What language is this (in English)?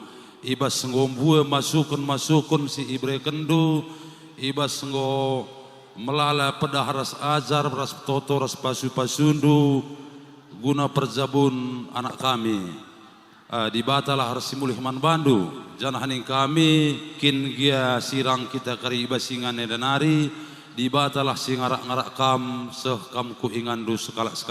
Batak Karo